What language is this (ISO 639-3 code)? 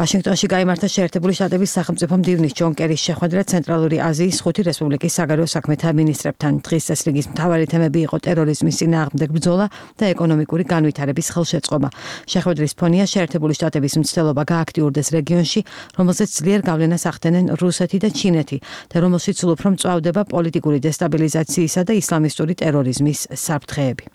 kat